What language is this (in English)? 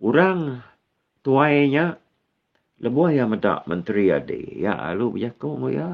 Iban